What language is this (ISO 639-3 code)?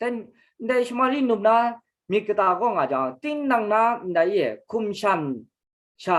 kac